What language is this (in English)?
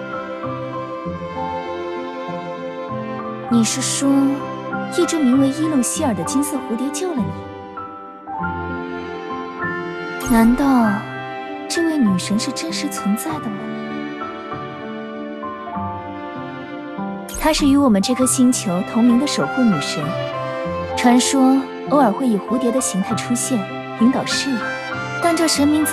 Chinese